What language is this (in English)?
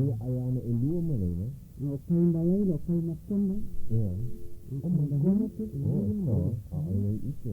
Hawaiian